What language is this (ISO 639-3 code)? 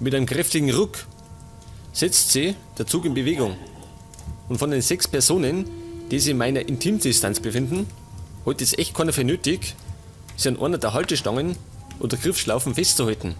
bar